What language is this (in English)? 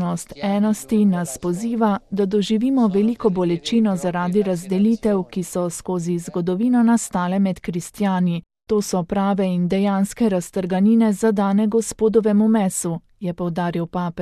Slovenian